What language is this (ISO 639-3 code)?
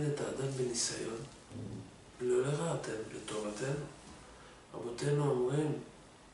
heb